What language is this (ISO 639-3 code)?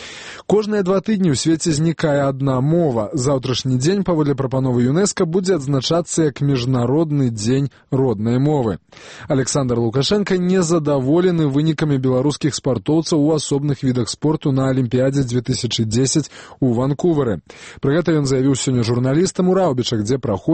bel